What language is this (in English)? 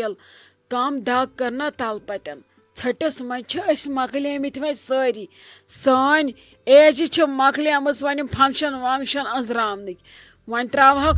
Kashmiri